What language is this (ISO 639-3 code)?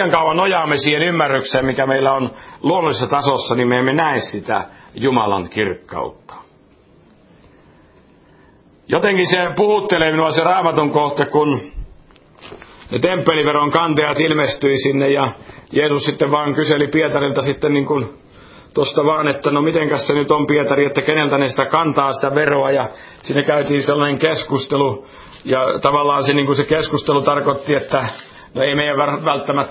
fin